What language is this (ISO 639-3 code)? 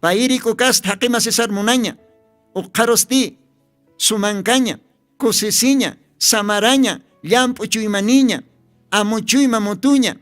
aym